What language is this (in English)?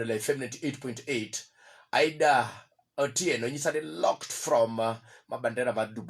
Luo (Kenya and Tanzania)